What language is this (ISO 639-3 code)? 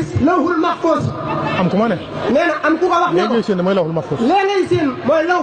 wol